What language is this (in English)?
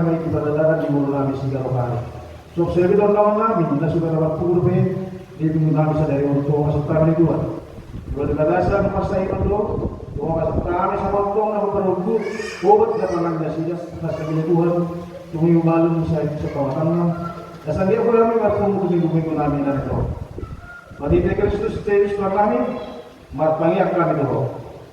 Batak Toba